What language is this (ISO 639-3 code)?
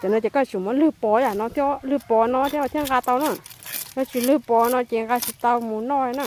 hmn